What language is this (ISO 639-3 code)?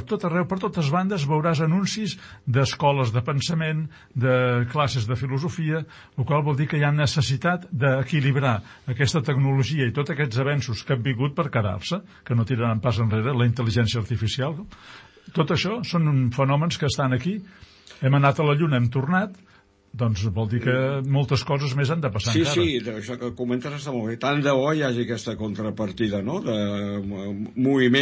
cat